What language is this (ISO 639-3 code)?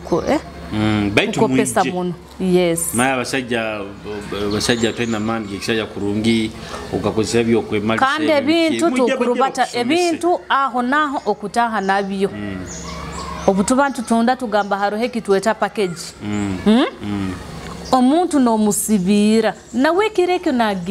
nyo